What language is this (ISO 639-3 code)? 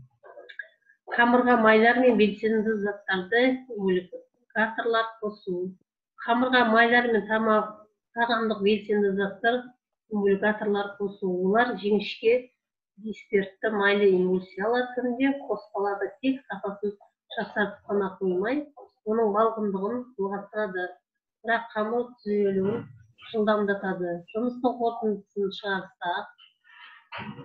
kaz